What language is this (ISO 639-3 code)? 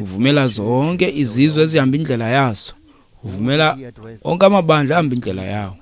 xho